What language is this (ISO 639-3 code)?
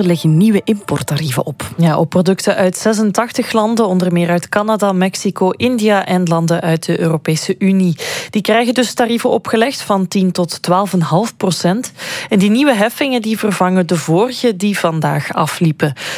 nld